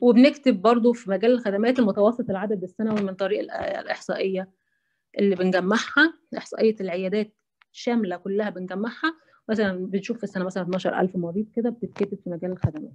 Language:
Egyptian Arabic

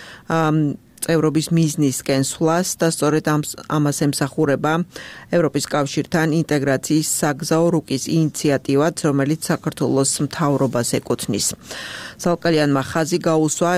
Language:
Georgian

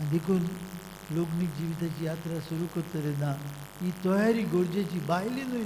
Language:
Konkani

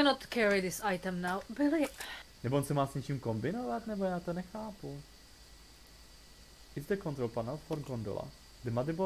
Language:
Czech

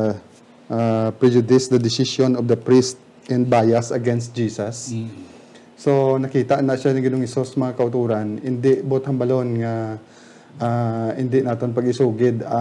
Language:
Hiligaynon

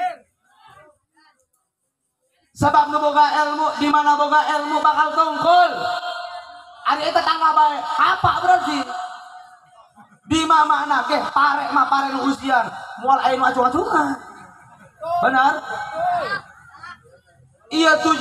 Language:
Sundanese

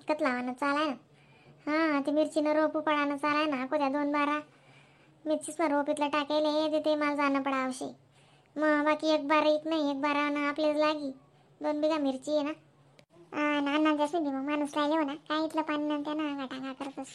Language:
Khandesi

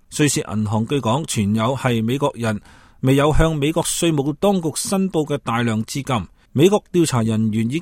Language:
Cantonese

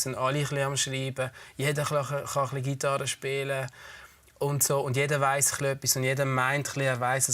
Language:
Swiss German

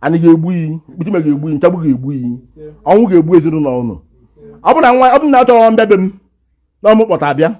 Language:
Igbo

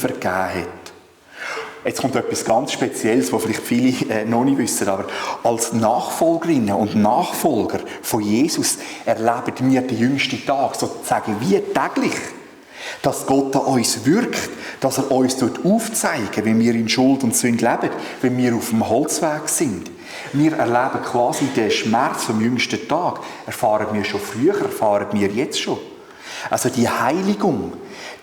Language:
Swiss German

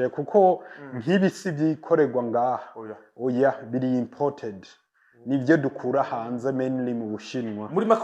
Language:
Rundi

